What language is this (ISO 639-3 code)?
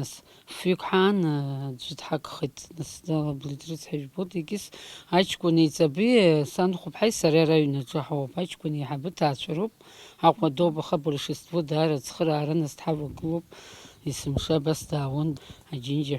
abk